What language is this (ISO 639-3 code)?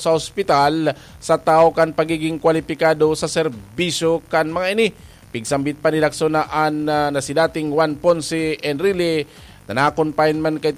bik